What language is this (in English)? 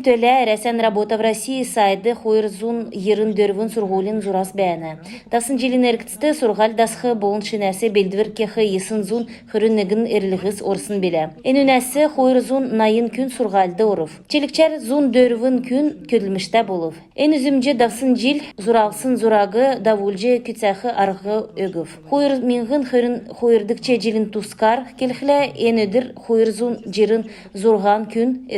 Kalmyk